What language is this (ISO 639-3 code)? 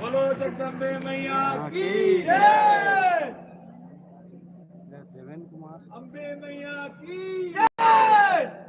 hne